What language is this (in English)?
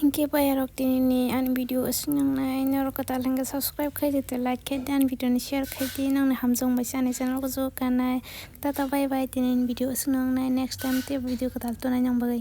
Kok Borok